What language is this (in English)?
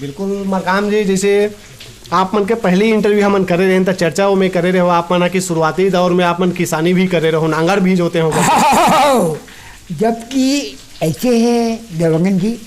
Chhattisgarhi